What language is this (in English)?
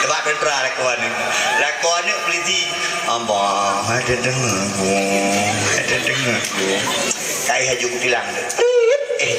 Achinese